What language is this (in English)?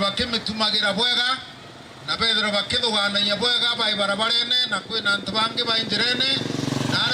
Meru